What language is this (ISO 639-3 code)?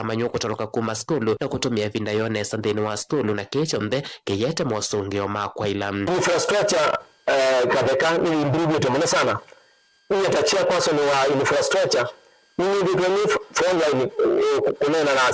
kam